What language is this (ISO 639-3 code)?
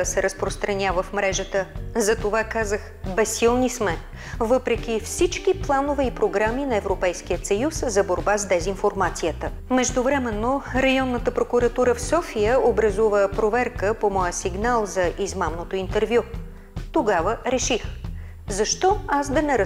bul